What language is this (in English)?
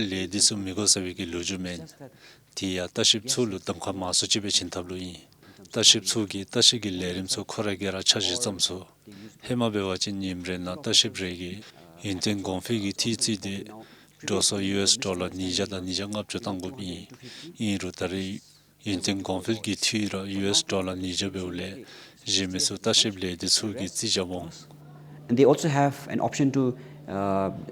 Dzongkha